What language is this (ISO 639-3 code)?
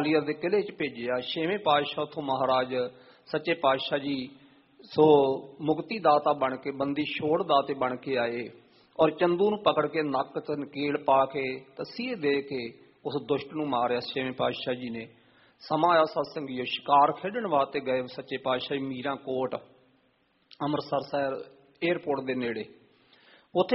pan